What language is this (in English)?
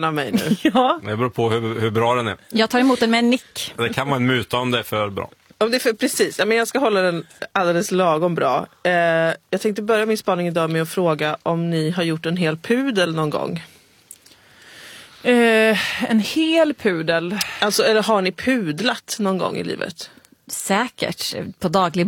Swedish